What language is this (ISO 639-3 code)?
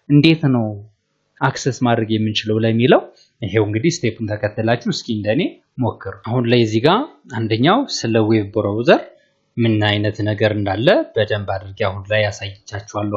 amh